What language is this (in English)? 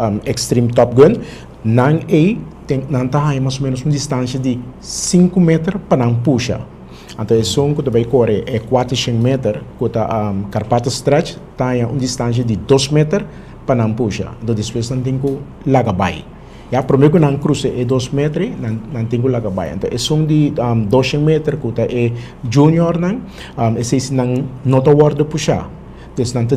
Papiamento